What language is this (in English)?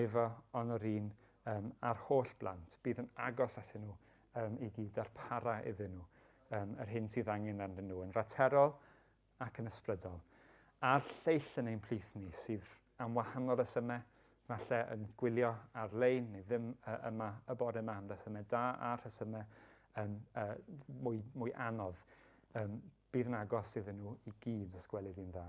Welsh